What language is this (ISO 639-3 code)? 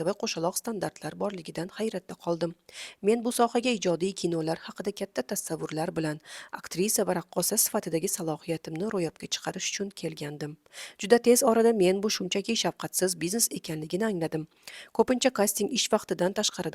uzb